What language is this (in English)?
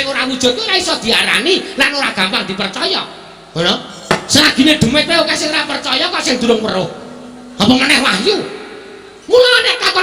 Javanese